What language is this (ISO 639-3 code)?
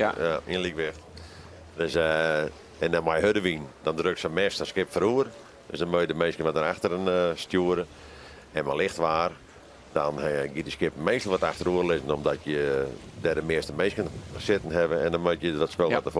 fry